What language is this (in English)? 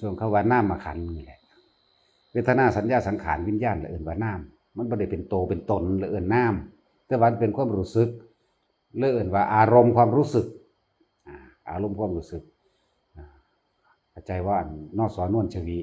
Northeastern Thai